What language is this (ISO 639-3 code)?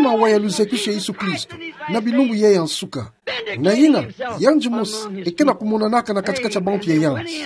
ktu